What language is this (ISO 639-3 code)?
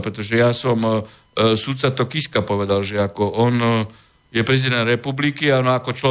slk